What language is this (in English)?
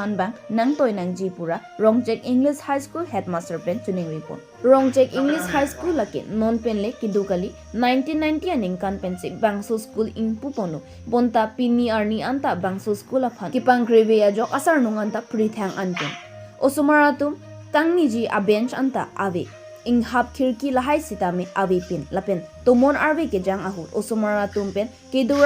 Karbi